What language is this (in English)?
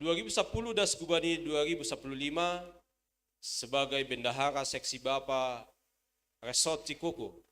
Batak Simalungun